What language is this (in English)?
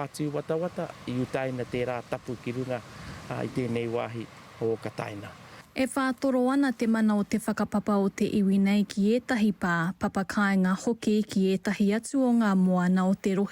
Māori